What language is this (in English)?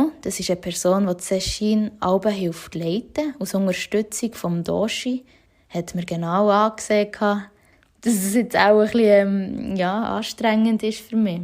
Swiss German